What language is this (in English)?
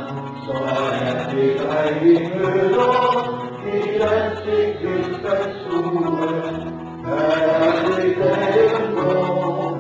Danish